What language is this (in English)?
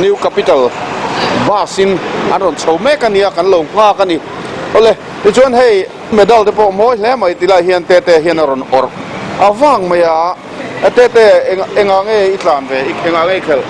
Mizo